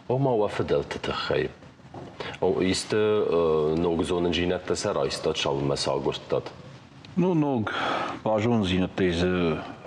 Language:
Ossetic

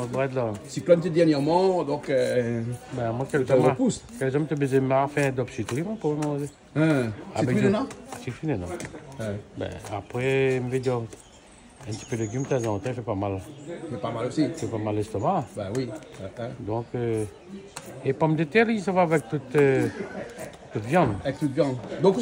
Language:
Réunion Creole French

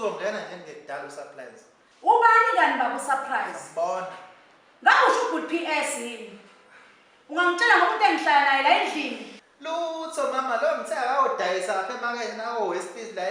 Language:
Zulu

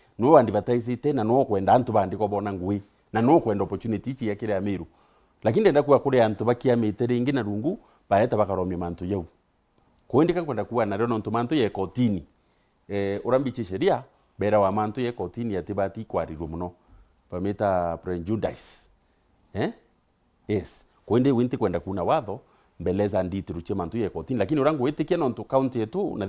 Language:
Meru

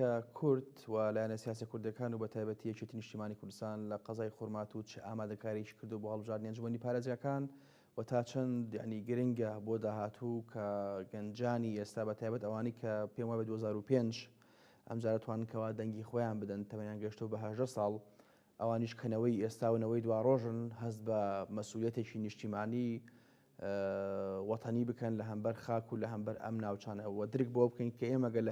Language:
Central Kurdish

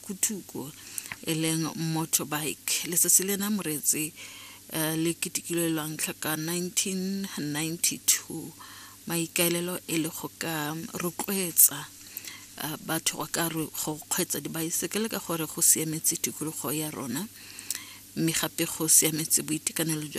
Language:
Tswana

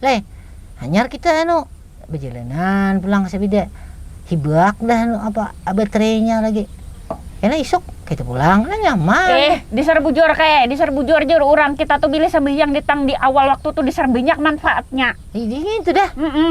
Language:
Banjar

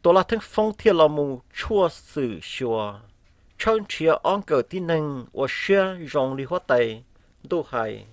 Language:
Hmong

